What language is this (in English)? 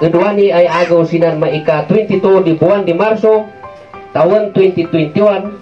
Kankanaey